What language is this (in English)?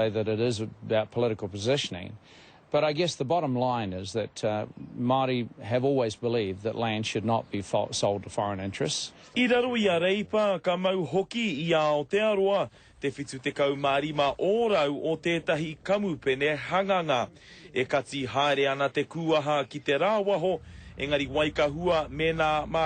Māori